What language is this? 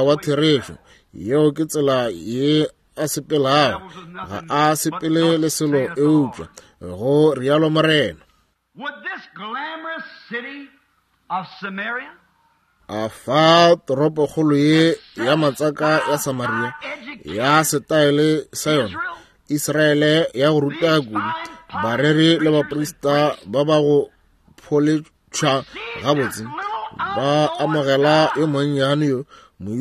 Northern Sotho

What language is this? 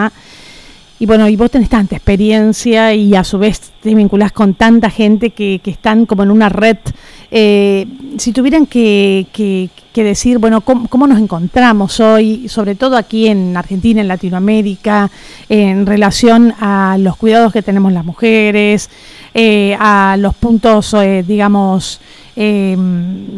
Spanish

